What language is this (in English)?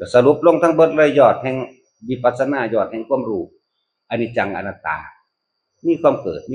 Northeastern Thai